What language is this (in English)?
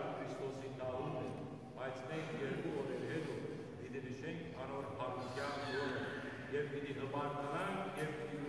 Western Armenian